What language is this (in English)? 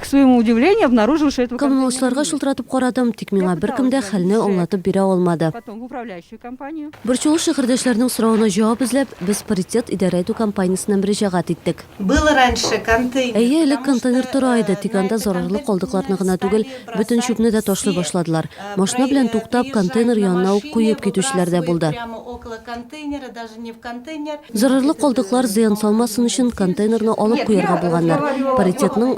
Tatar